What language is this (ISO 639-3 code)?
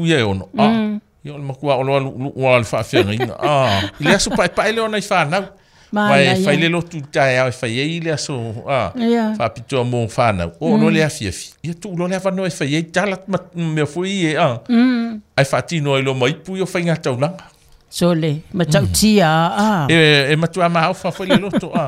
smo